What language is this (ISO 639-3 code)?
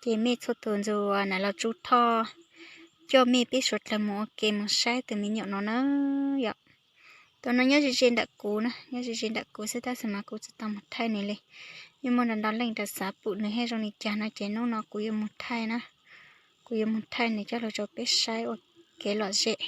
hmn